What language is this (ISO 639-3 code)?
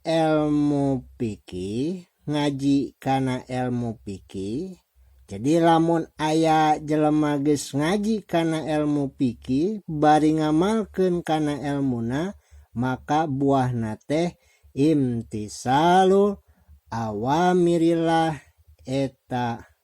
sun